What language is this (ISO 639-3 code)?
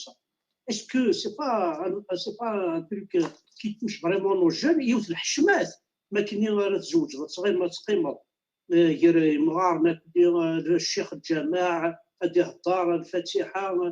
kab